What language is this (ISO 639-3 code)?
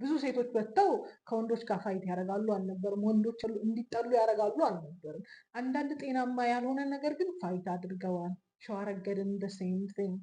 amh